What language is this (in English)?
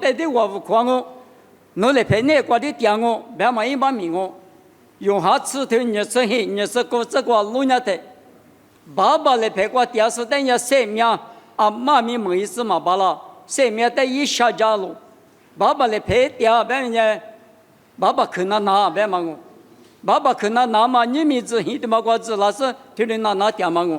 Lisu